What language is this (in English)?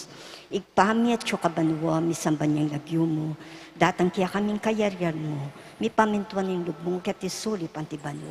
Pampanga